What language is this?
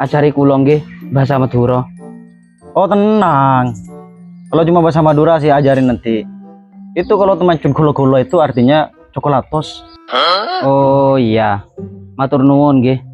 Madurese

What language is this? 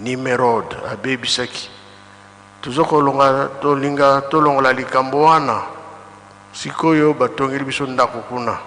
Lingala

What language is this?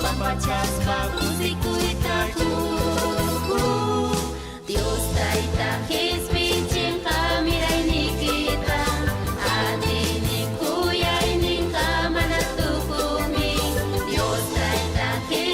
Ayacucho Quechua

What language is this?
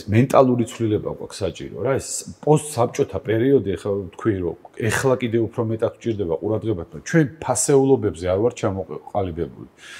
Georgian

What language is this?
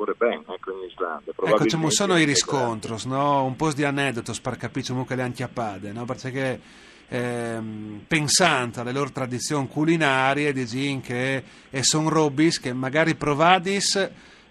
Friulian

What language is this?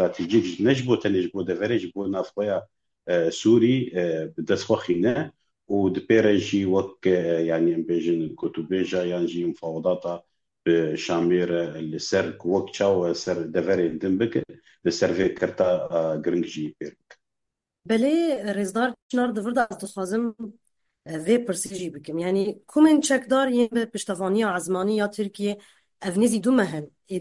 Kurdish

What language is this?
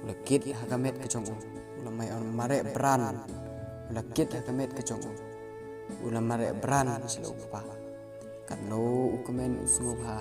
Khasi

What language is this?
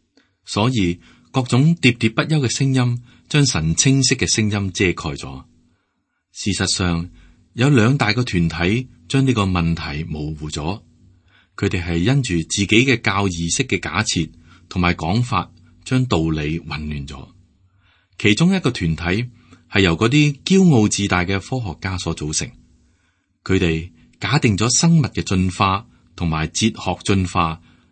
Cantonese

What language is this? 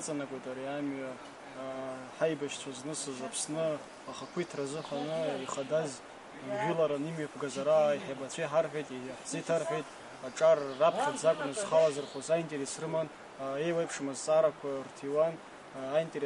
Abkhazian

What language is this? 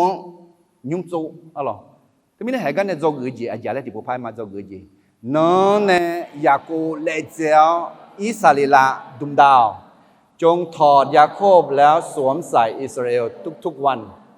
Akha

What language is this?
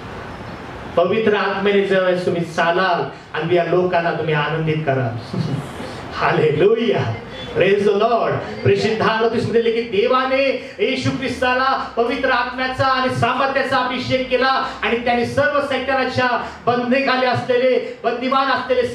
Marathi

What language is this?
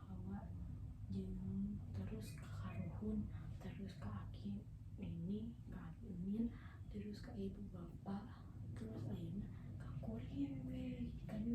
Sundanese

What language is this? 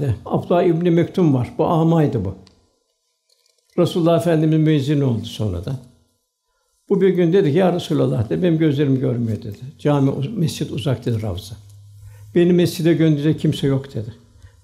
Turkish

